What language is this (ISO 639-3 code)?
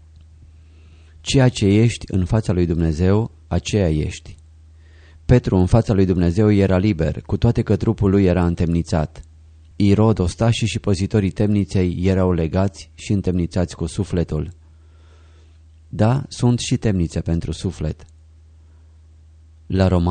ron